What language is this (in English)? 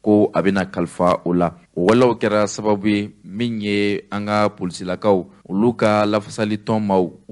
Bambara